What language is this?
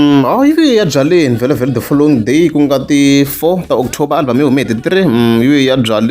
Tsonga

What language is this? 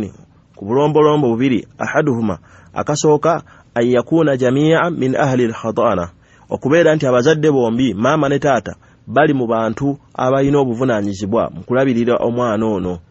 Ganda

